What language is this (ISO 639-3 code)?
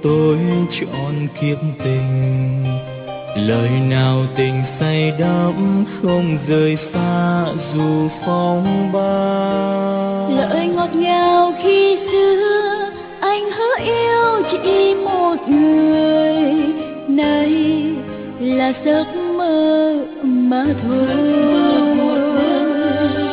vie